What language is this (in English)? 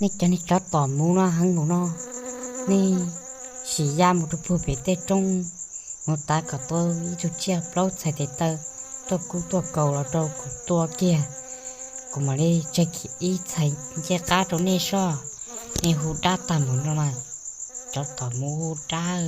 Hmong